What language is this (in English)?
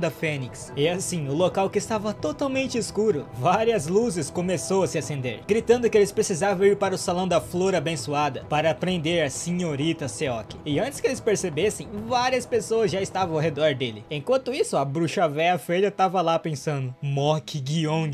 Portuguese